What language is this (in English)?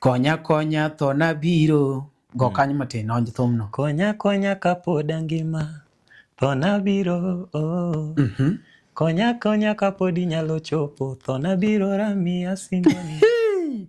Luo (Kenya and Tanzania)